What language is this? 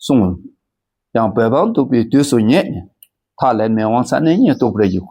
Dakpakha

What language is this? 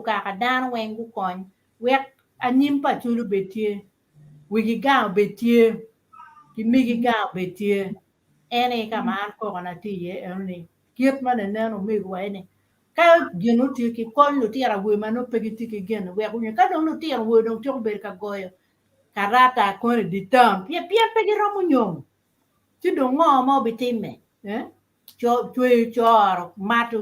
Acoli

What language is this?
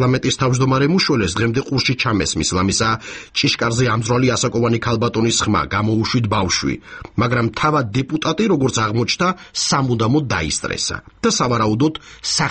Georgian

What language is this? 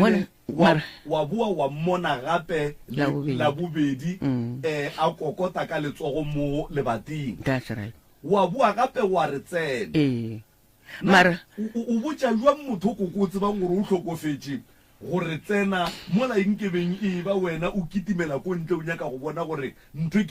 Northern Sotho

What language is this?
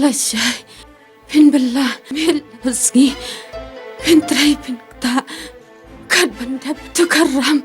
Khasi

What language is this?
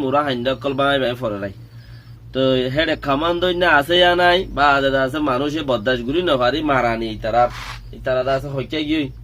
Rohingya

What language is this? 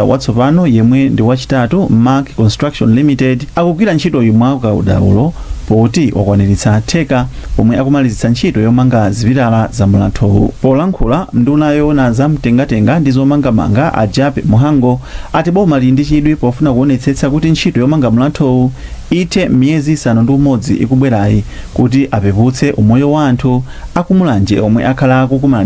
Nyanja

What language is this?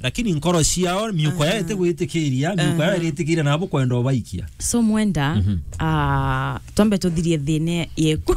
Meru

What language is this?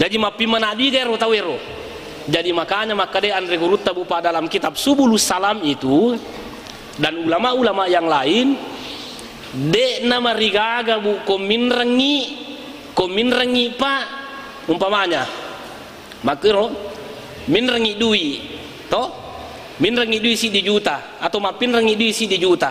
Buginese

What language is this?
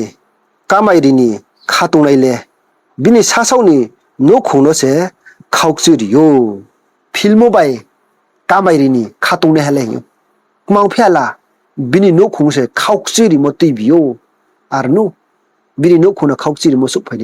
Riang (India)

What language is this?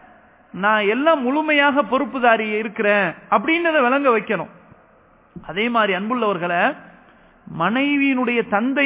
Tamil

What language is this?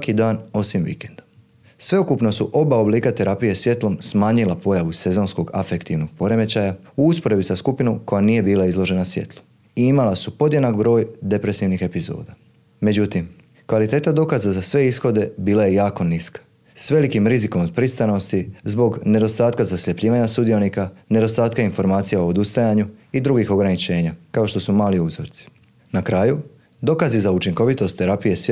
Croatian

